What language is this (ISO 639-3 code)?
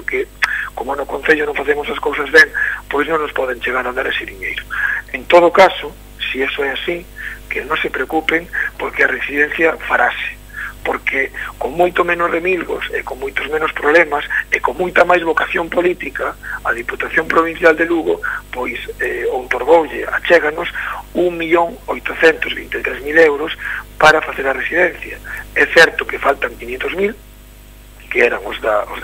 glg